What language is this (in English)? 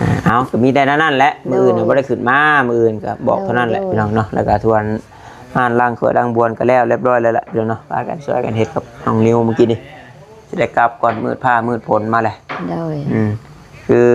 Northeastern Thai